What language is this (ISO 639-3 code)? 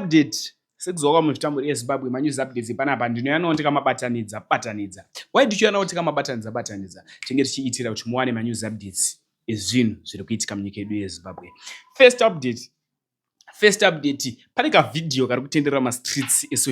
sna